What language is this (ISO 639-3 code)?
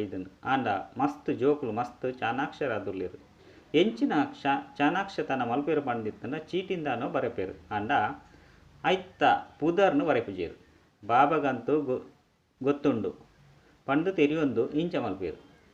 tcy